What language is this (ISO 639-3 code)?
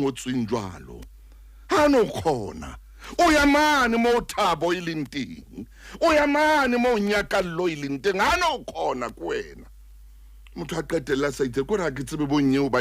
sot